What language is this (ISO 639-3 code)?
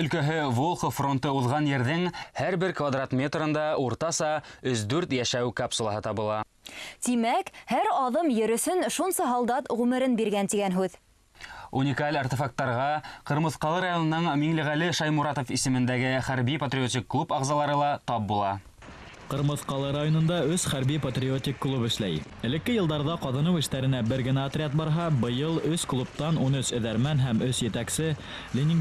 bak